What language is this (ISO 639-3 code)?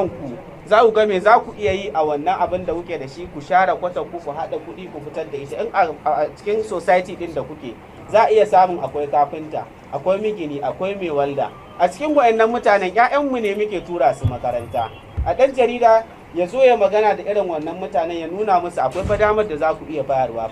hau